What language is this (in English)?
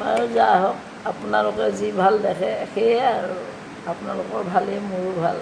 Assamese